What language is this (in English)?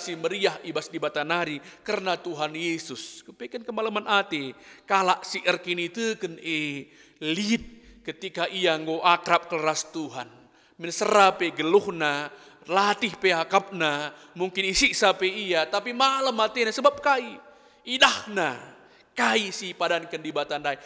Batak Karo